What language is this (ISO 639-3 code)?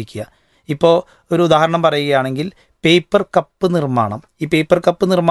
mal